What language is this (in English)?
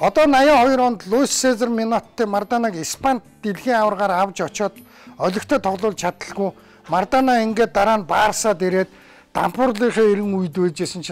Mongolian